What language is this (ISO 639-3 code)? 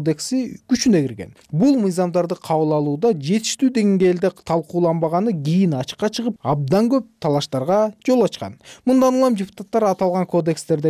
kir